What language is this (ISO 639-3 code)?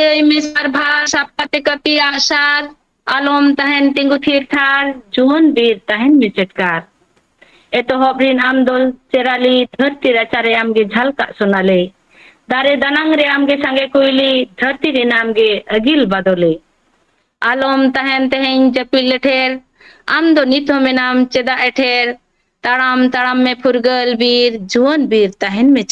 sat